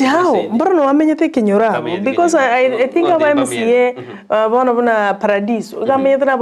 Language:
Gusii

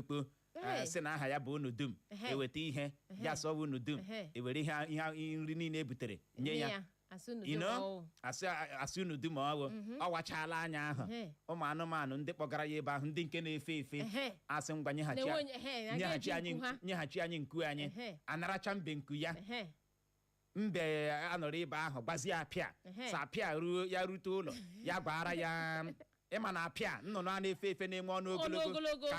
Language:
Igbo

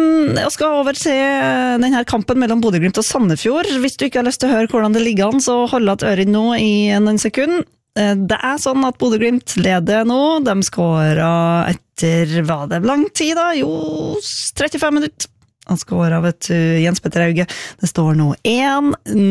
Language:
Norwegian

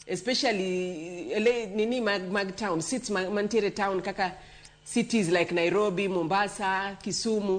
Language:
Luo (Kenya and Tanzania)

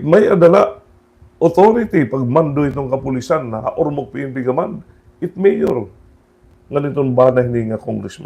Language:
Waray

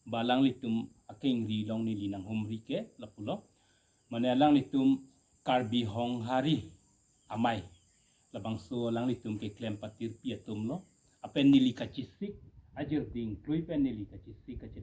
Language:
Karbi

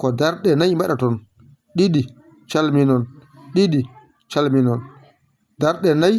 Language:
Fula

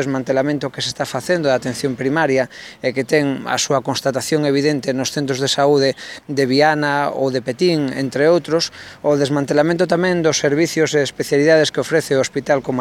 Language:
Galician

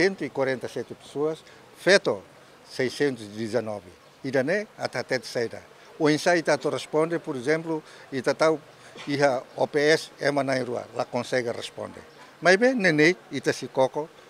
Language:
Tetum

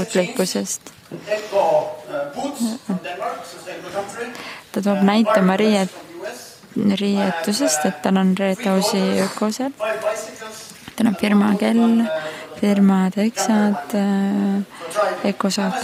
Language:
Estonian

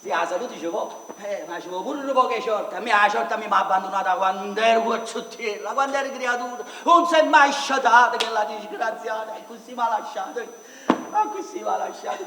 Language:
Neapolitan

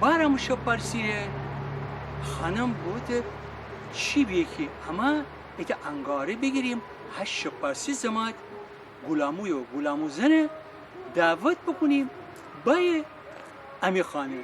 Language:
Gilaki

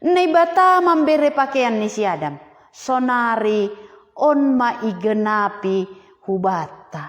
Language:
Batak Simalungun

